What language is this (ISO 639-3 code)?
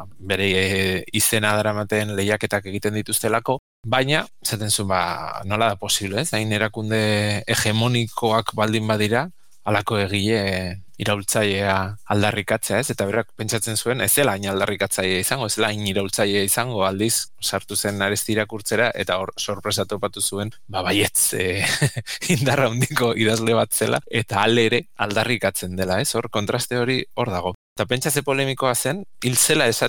eus